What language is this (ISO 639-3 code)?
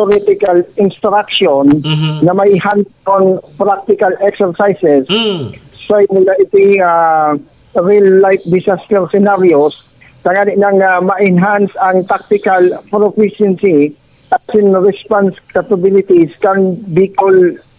bik